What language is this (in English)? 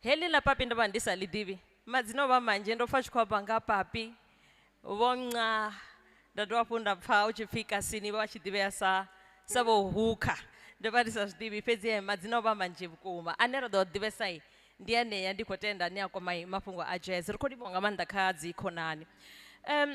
Venda